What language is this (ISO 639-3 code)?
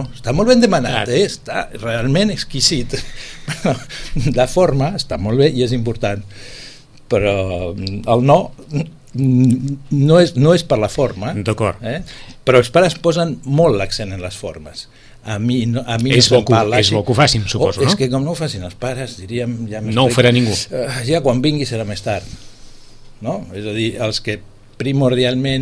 cat